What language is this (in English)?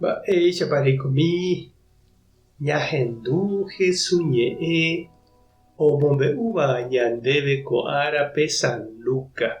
Guarani